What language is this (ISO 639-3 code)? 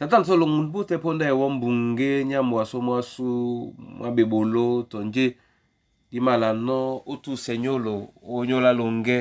dua